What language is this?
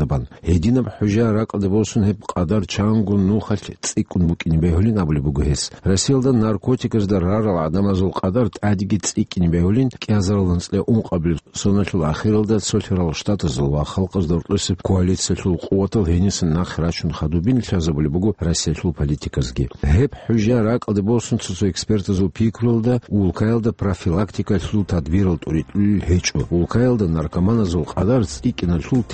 Avaric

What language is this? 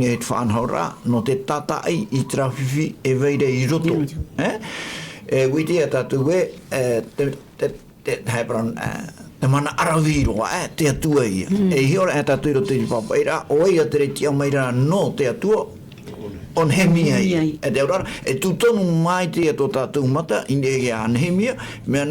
Tahitian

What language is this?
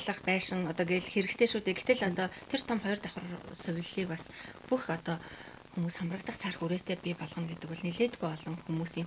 Mongolian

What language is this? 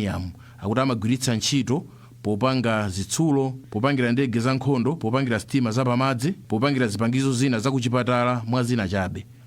Nyanja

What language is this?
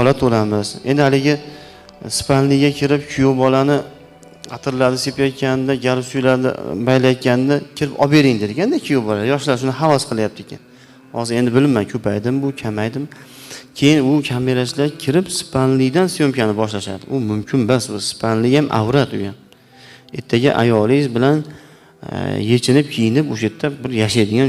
Uzbek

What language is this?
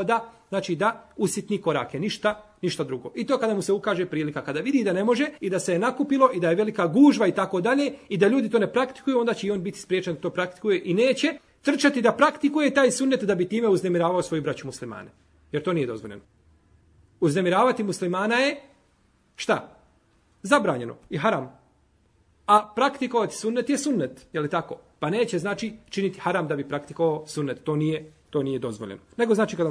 Bosnian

